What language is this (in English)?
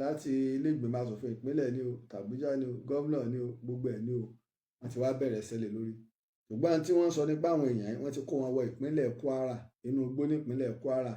Yoruba